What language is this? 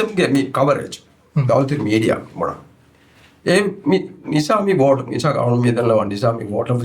Divehi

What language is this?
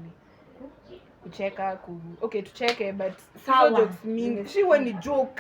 Swahili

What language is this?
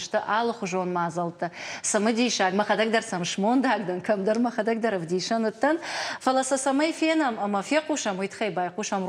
Ossetic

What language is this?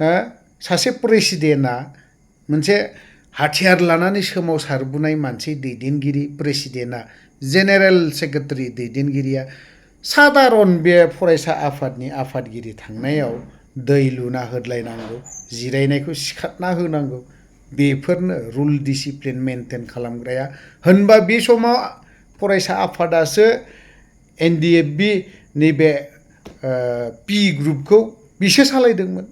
Bodo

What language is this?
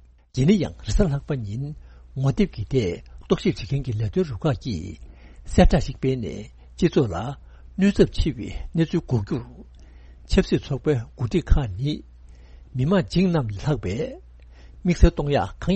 Tibetan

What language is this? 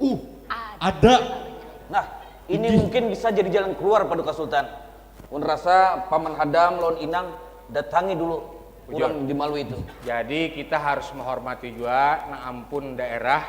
Banjar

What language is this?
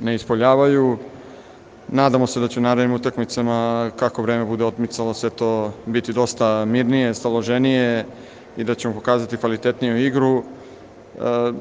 Serbian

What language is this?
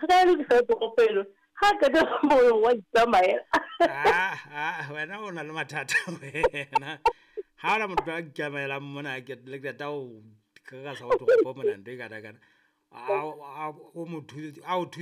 Southern Sotho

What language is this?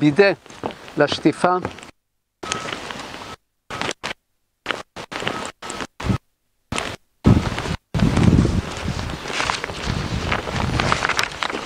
Hebrew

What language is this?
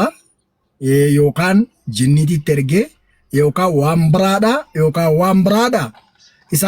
Oromo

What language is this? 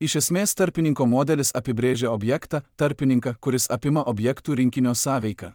Lithuanian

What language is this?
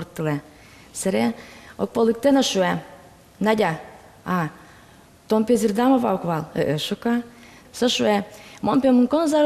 Udmurt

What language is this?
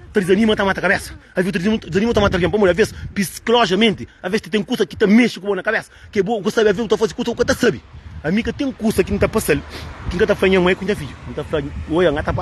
Kabuverdianu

